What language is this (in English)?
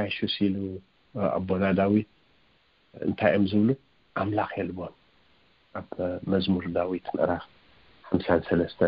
Tigrinya